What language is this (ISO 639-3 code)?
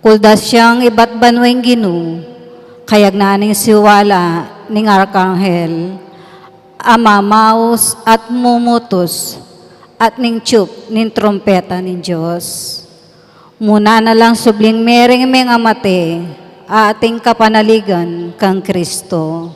pam